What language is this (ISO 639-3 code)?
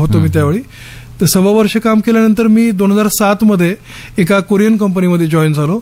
mar